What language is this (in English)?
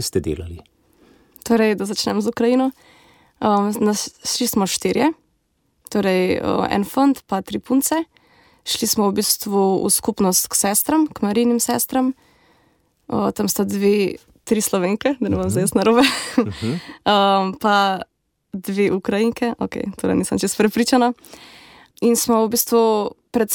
Slovenian